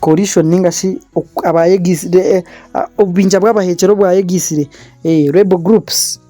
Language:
Nyankole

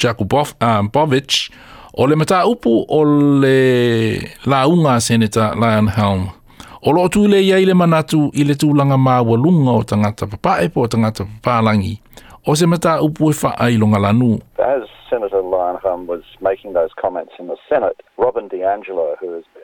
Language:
Samoan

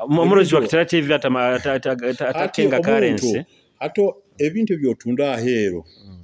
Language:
Nyoro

